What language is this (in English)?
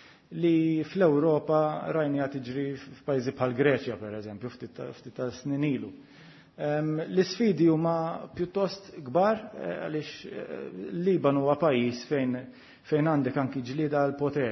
Maltese